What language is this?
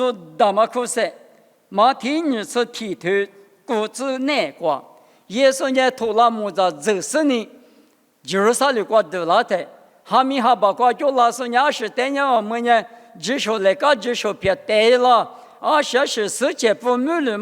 Lisu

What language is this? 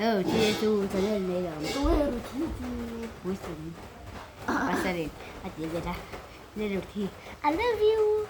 Mizo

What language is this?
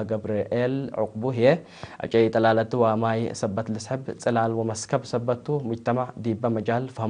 Tigre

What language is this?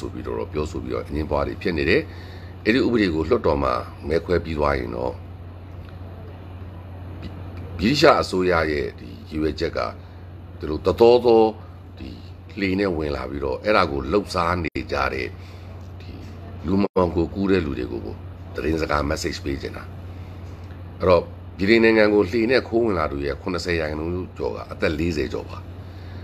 Burmese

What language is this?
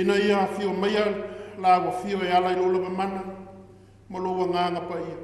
Samoan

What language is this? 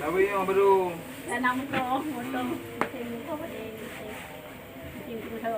Achinese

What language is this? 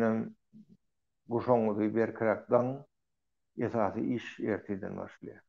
Turkmen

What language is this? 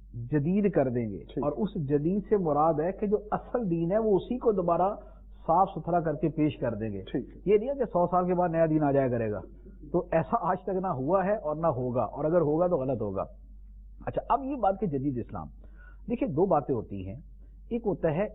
Urdu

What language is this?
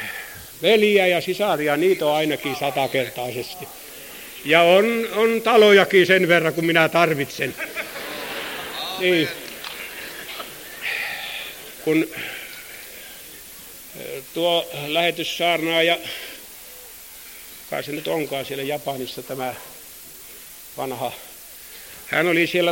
Finnish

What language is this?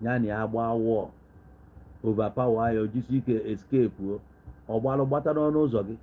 Igbo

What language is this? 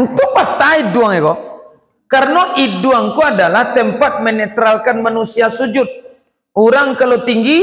Minangkabau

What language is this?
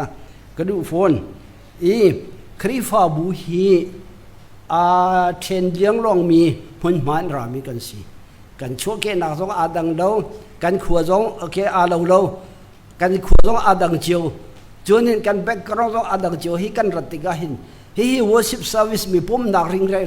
Hakha Chin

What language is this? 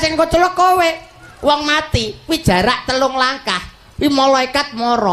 Javanese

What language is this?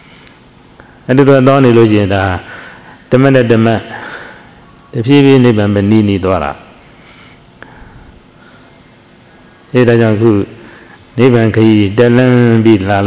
Burmese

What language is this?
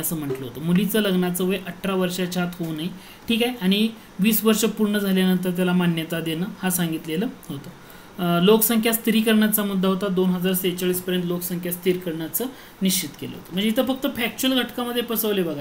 Marathi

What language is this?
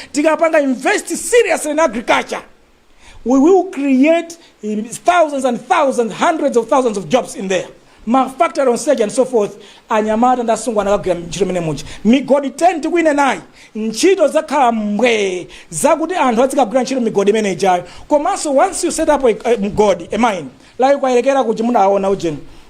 Nyanja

